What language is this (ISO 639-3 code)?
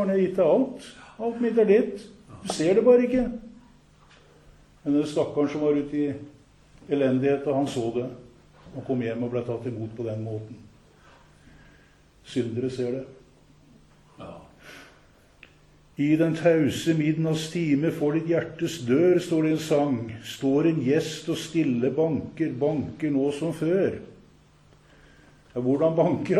nor